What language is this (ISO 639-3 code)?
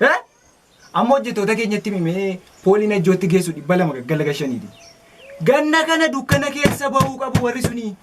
orm